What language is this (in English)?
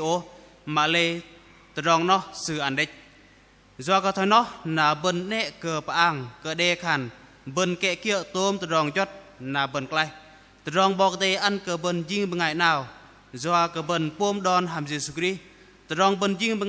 Bahnar